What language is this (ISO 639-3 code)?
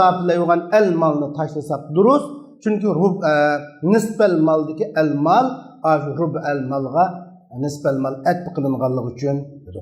uig